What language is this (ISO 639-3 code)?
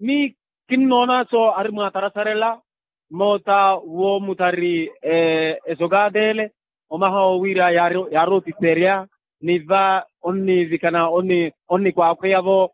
vmw